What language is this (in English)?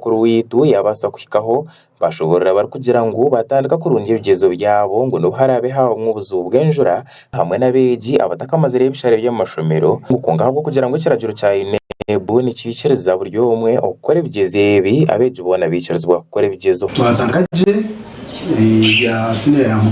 Nyankole